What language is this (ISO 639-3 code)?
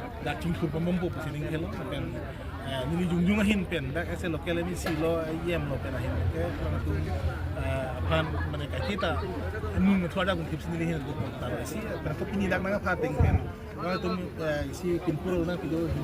mjw